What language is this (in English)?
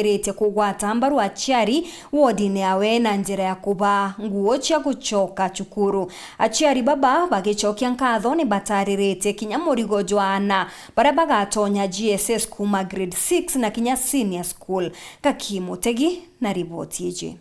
Meru